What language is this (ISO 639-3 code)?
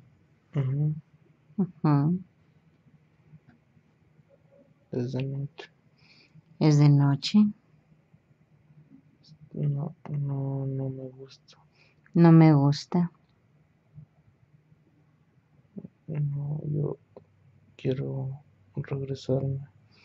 spa